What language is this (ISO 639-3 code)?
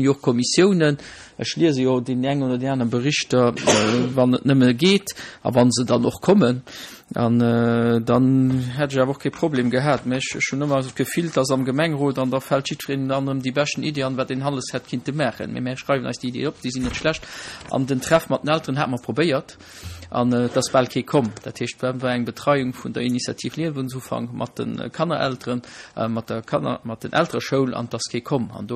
ltz